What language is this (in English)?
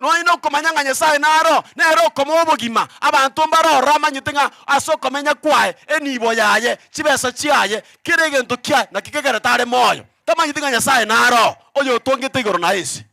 Gusii